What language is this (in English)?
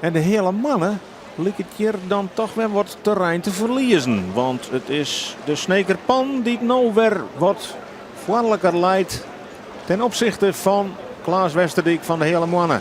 Western Frisian